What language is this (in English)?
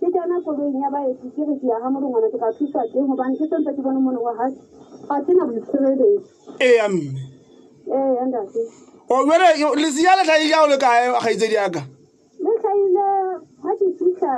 Southern Sotho